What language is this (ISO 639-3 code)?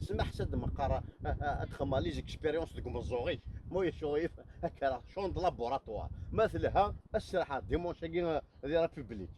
kab